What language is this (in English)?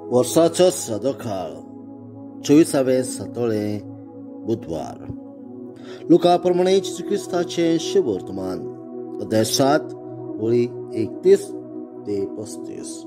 Konkani